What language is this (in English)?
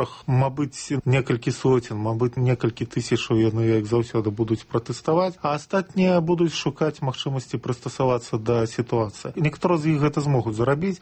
Belarusian